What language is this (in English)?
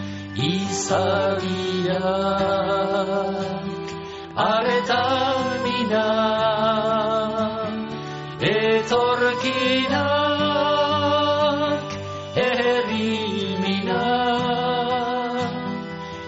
Basque